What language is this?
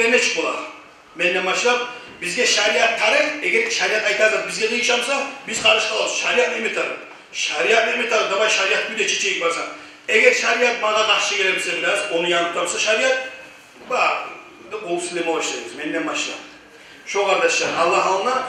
Kumyk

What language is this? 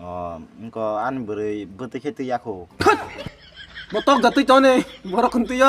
Kok Borok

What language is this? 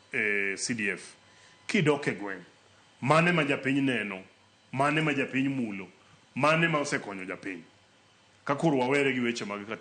Luo (Kenya and Tanzania)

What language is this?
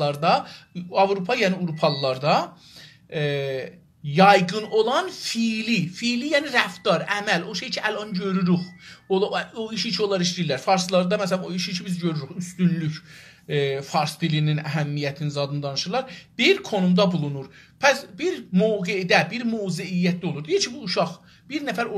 South Azerbaijani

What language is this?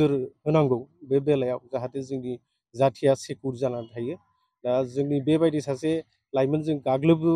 Bodo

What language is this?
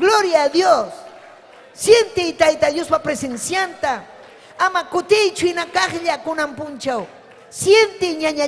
Ayacucho Quechua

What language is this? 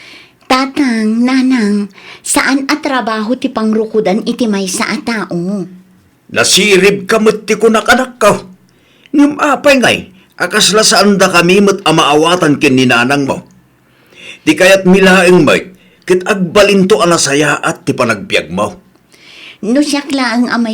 Iloko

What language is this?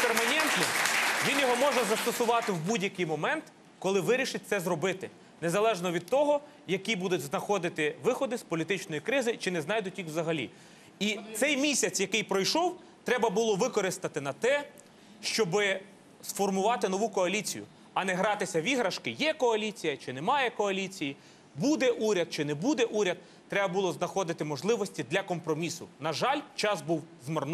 Ukrainian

